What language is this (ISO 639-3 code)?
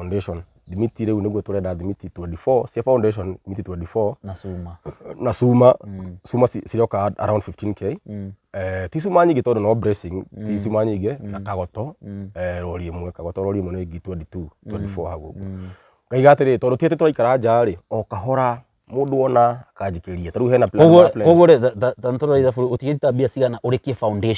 kik